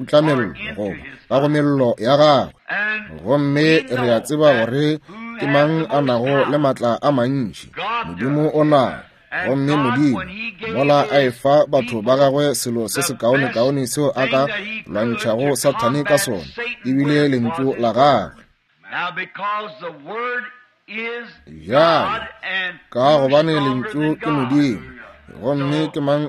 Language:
Northern Sotho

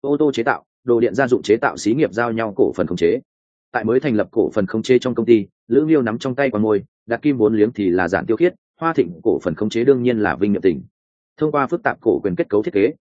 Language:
Vietnamese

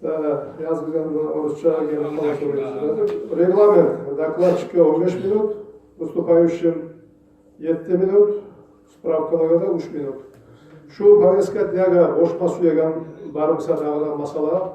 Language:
Kumyk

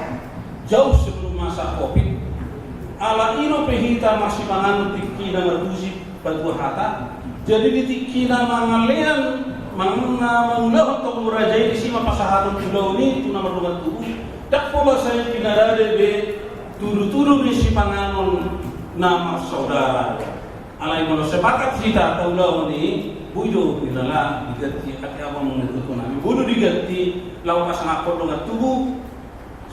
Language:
Batak Toba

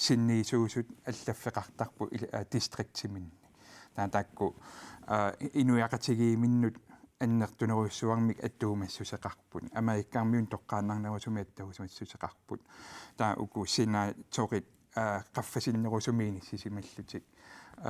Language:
Kalaallisut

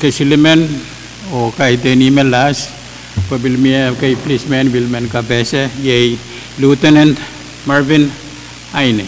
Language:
Pohnpeian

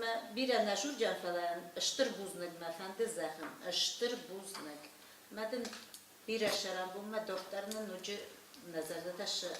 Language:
Ossetic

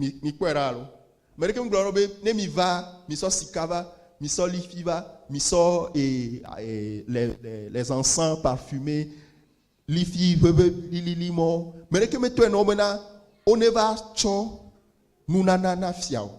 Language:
Ewe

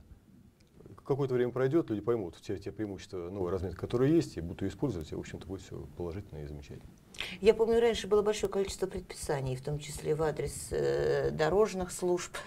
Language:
Russian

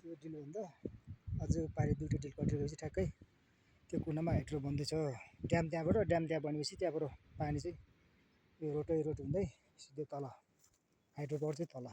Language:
Nepali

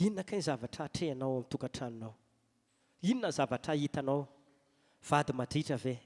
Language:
Malagasy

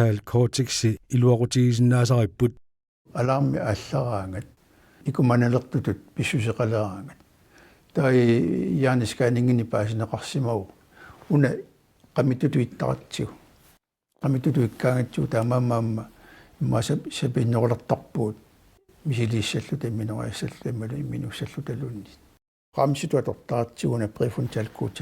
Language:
Kalaallisut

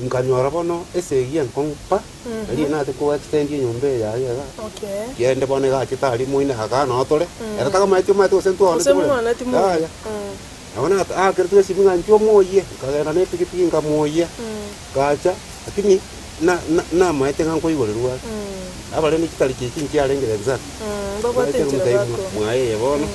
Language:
Gusii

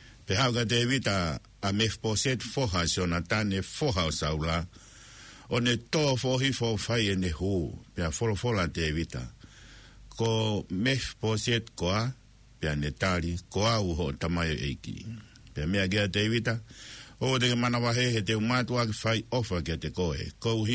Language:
Tongan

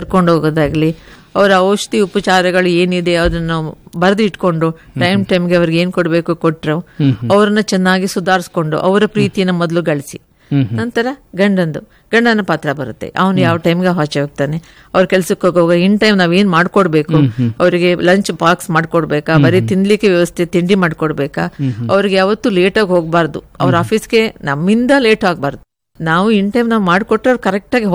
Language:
Kannada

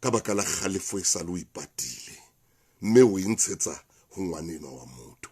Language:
Southern Sotho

